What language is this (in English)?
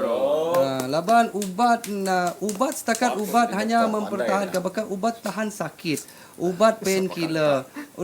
Iban